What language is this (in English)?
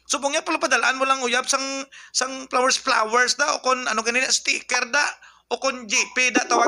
Hiligaynon